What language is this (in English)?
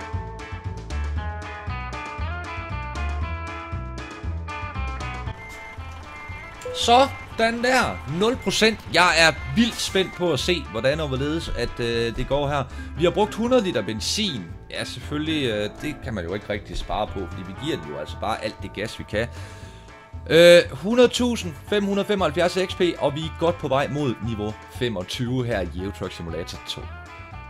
Danish